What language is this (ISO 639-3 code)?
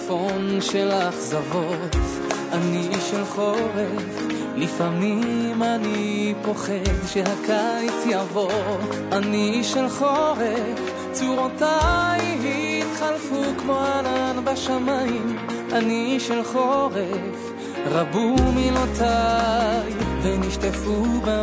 heb